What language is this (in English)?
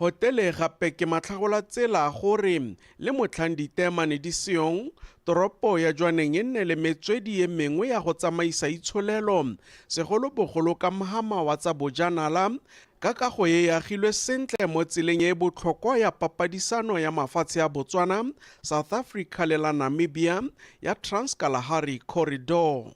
Tswana